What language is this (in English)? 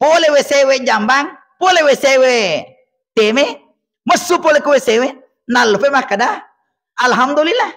Buginese